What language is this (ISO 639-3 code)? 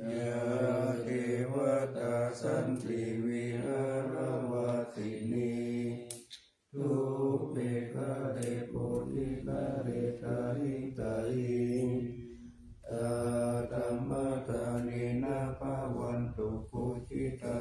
pli